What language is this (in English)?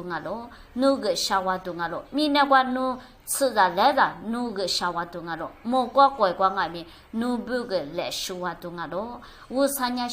Lisu